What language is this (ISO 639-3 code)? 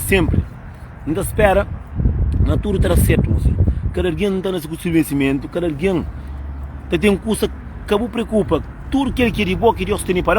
kea